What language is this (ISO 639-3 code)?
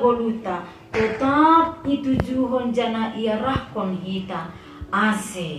bts